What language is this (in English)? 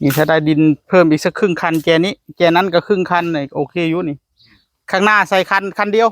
Northeastern Thai